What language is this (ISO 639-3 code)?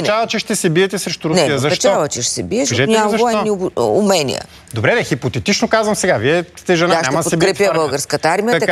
bul